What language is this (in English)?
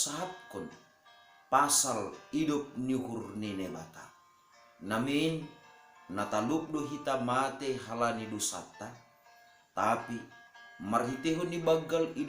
Batak Simalungun